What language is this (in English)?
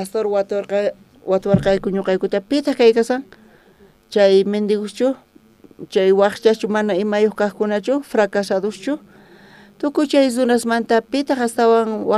South Bolivian Quechua